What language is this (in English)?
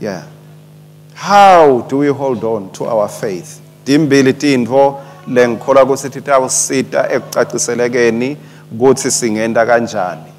Swati